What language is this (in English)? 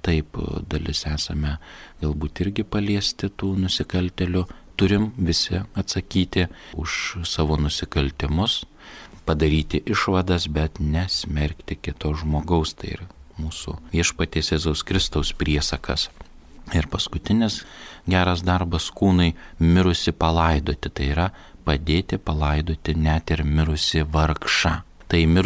Lithuanian